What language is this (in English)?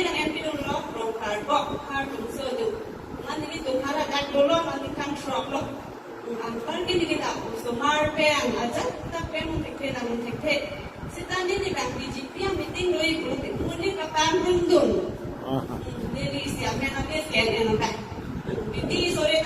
Karbi